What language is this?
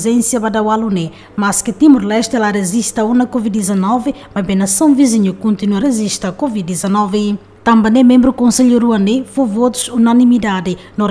Tetum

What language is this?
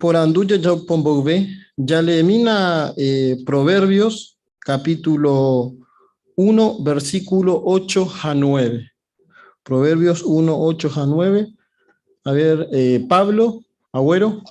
Guarani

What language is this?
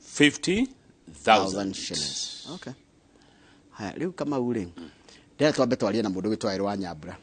Kikuyu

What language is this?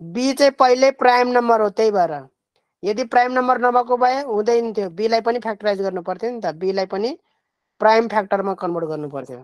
Nepali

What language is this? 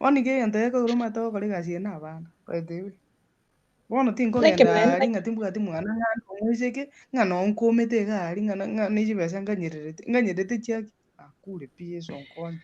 Gusii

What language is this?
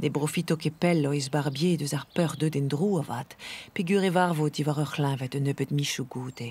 Breton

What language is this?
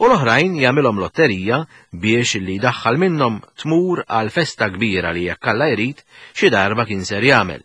Maltese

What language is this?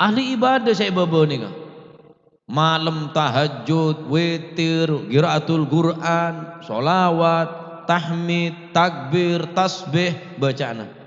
Madurese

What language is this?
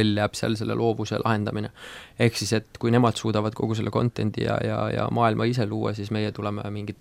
Estonian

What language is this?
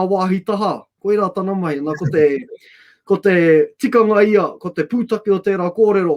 Māori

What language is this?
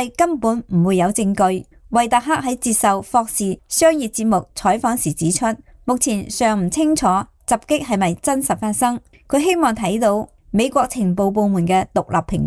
Cantonese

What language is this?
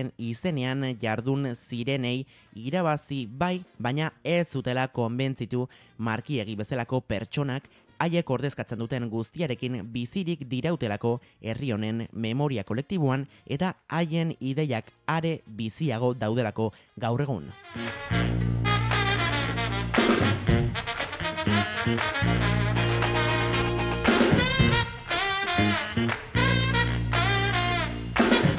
Basque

